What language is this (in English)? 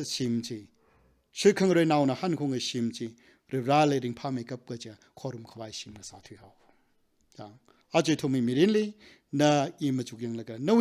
Tangkhul Naga (India)